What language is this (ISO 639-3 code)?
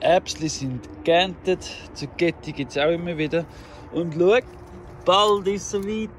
gsw